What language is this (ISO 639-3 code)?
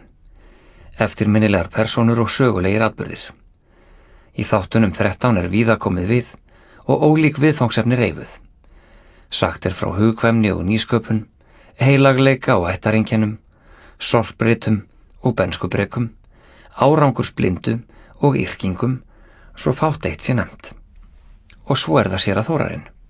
isl